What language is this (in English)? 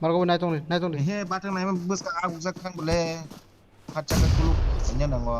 Kok Borok